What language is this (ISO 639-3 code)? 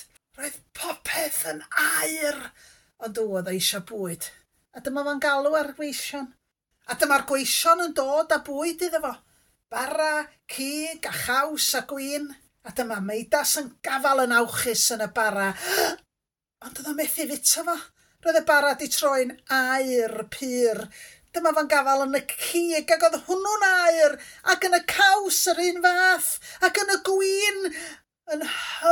cym